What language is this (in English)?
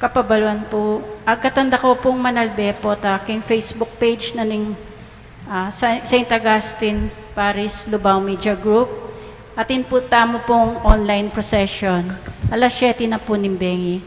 Pampanga